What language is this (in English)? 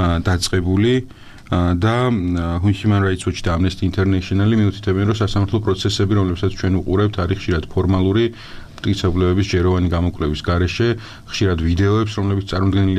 Georgian